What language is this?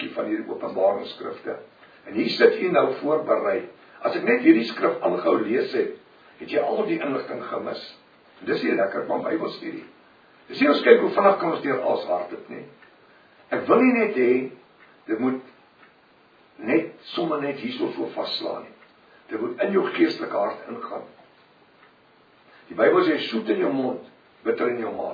Afrikaans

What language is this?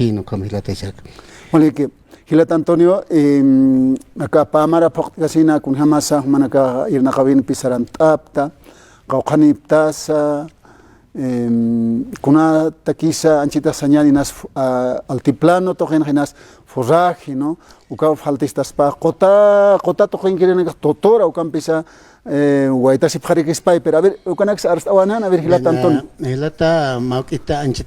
Aymara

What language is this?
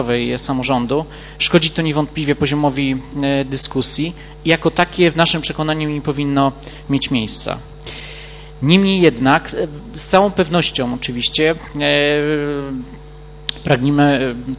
Polish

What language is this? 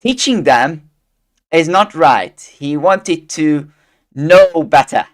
English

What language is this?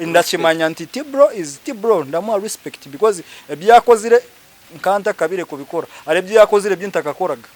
Nyankole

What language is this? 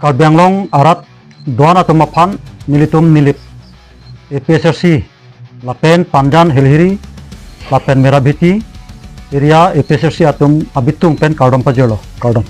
Karbi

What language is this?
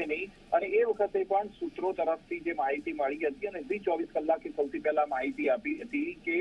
Gujarati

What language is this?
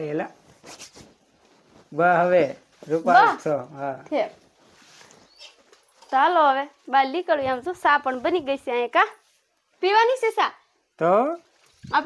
Gujarati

